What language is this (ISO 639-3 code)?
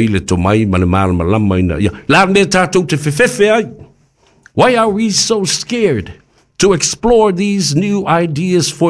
smo